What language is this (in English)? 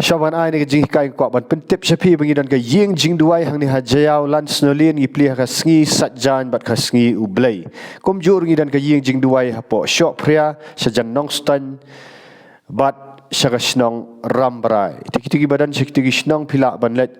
Khasi